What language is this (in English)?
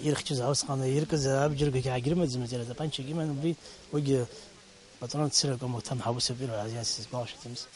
Abkhazian